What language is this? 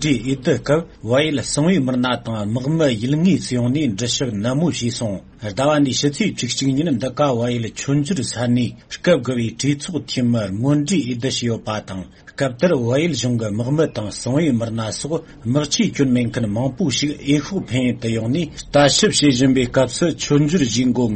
Tibetan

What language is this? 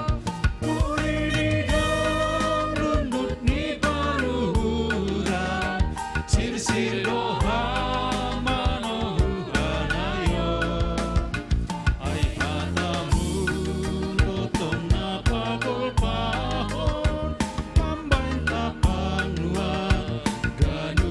Batak Simalungun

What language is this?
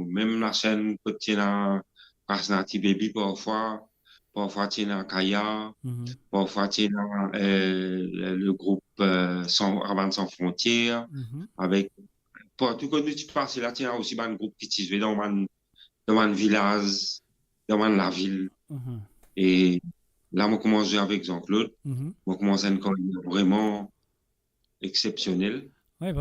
Morisyen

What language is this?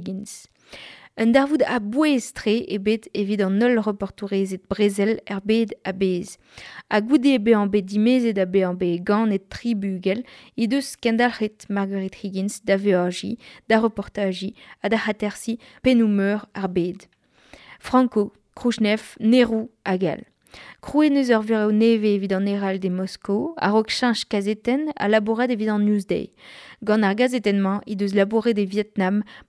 Breton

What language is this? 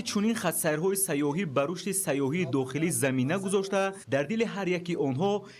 Tajik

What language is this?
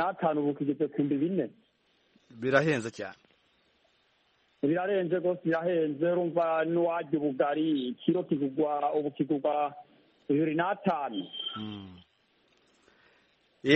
Kinyarwanda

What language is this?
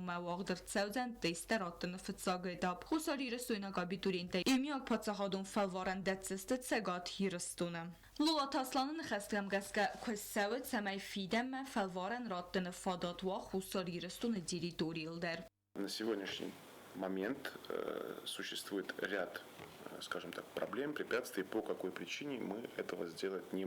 Ossetic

